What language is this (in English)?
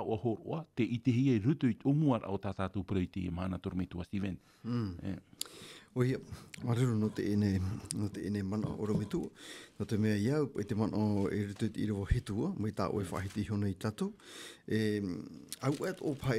Tahitian